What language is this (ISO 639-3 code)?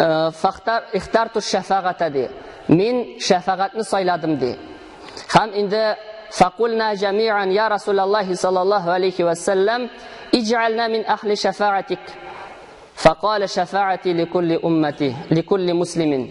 tat